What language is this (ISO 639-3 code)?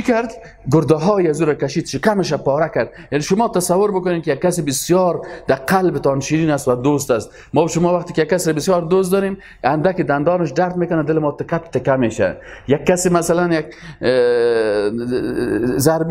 fas